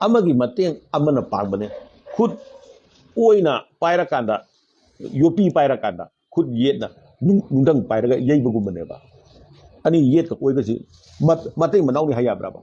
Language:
Manipuri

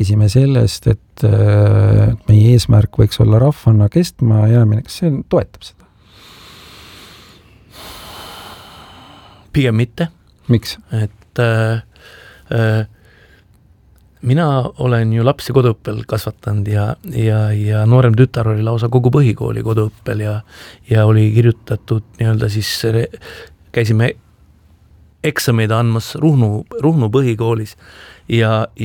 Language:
Estonian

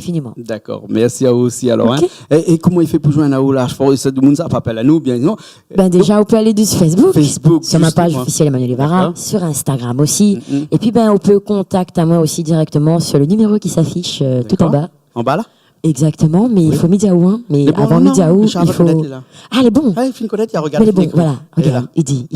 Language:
Réunion Creole French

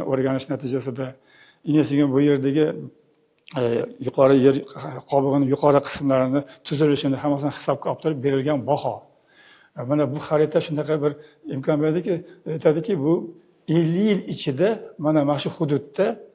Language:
Uzbek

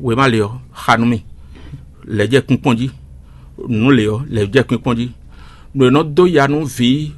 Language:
Fon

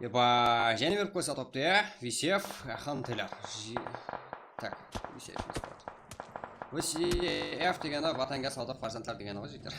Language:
Kara-Kalpak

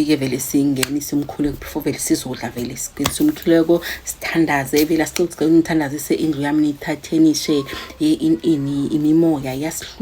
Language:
Zulu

